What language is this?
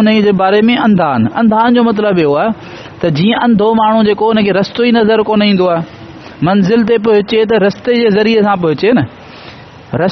Sindhi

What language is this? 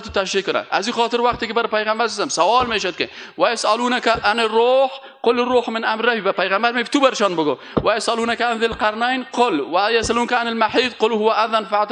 Persian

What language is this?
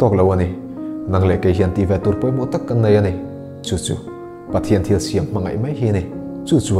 Mizo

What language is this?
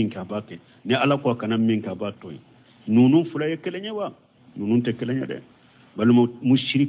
Bambara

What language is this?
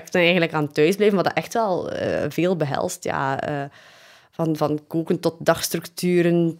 Dutch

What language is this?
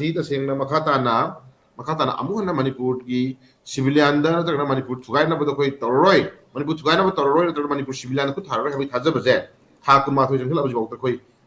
Manipuri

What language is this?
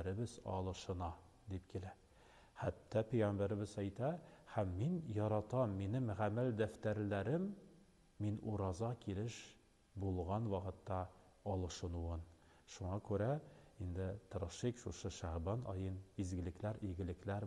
Tatar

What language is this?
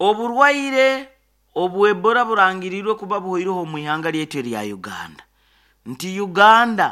Nyoro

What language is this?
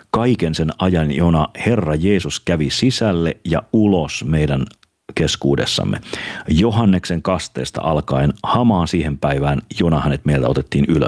Finnish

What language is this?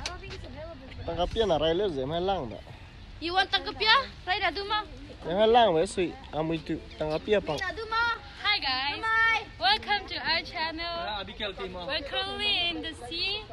Hakha Chin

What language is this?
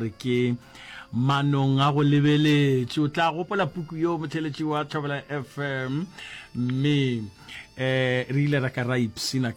Northern Sotho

